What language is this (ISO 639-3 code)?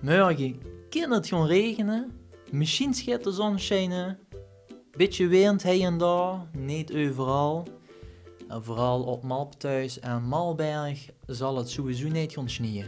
lim